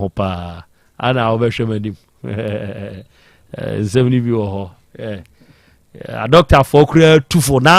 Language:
Akan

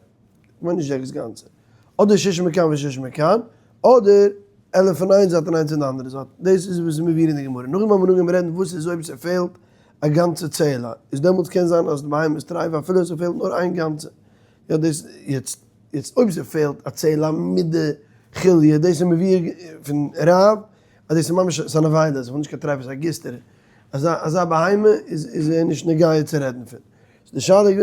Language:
Yiddish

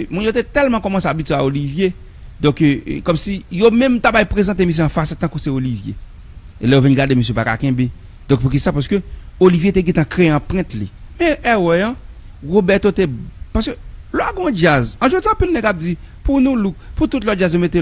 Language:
Haitian Creole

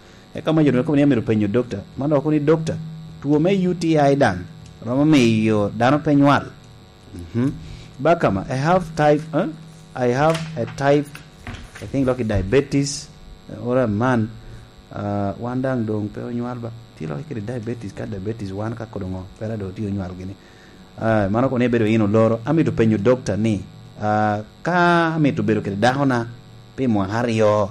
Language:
Lango (Uganda)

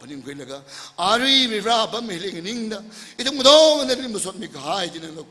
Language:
Tangkhul Naga (India)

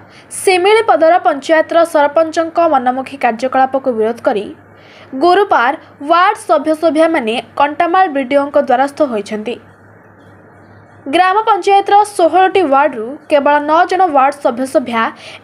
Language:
Odia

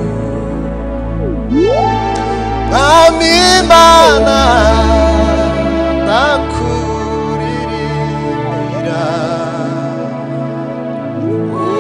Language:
Kinyarwanda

